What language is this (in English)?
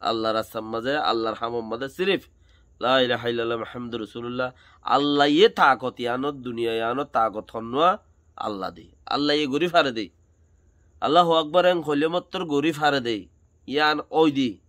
Rohingya